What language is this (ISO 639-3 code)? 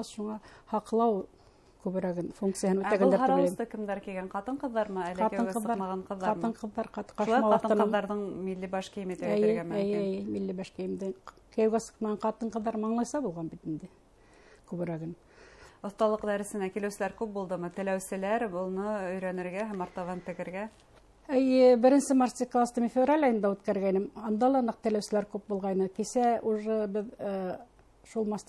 bak